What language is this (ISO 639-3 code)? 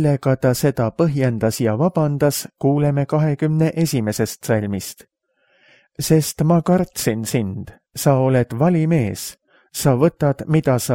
est